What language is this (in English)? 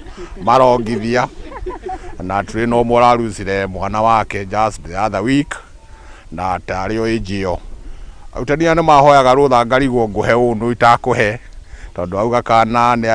Kikuyu